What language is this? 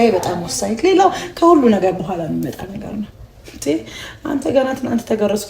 Amharic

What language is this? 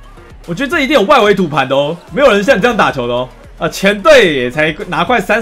Chinese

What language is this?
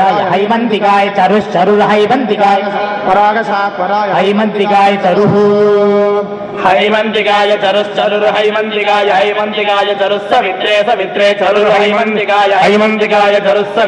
Sanskrit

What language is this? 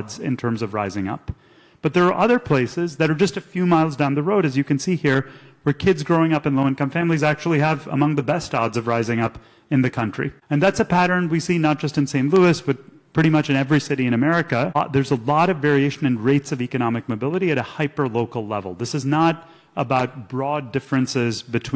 English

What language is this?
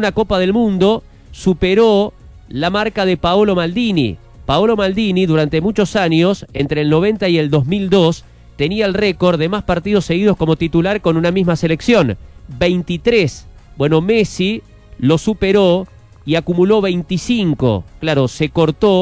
Spanish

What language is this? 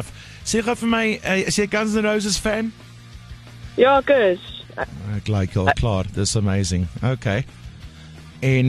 Afrikaans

